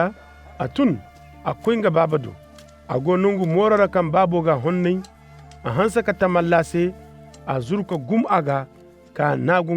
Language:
Koyraboro Senni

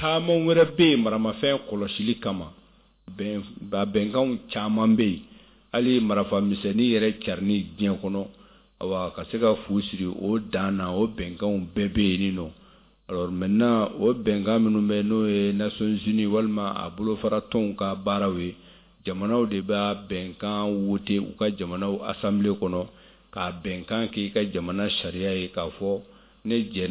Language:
Bambara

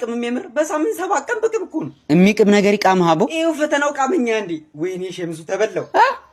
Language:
Amharic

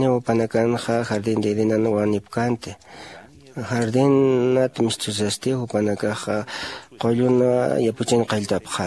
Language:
Aymara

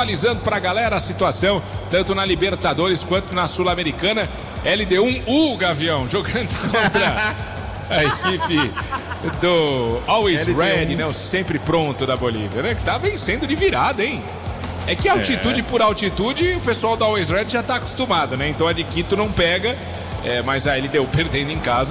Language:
Portuguese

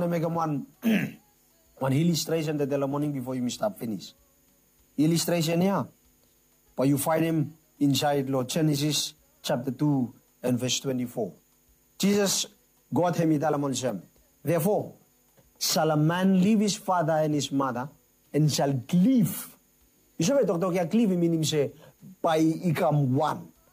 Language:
Bislama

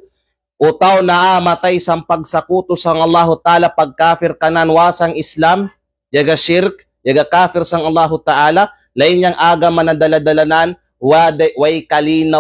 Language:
Kalagan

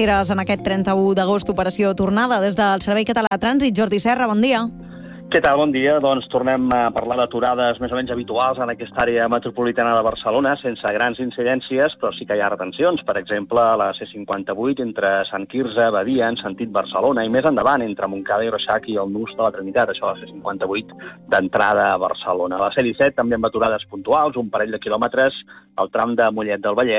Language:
Catalan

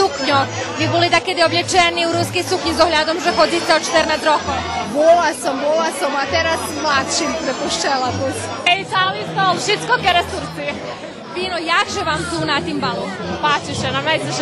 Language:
Rusyn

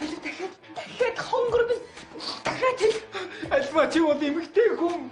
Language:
Mongolian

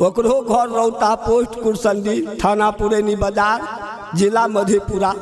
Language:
Maithili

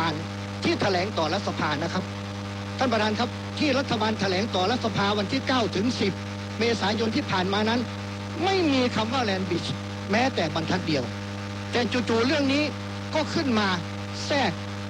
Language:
Thai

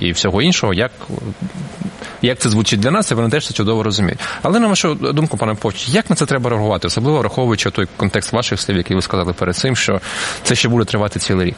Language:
Ukrainian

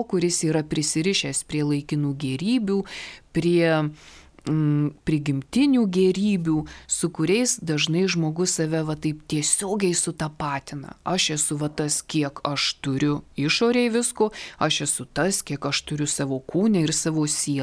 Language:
Lithuanian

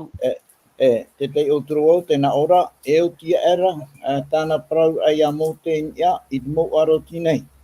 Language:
Tahitian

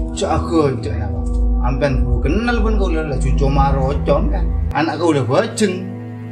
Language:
Madurese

